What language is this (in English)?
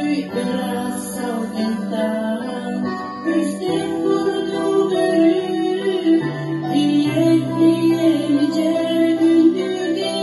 Yakut